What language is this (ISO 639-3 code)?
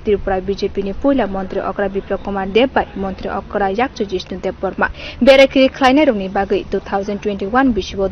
trp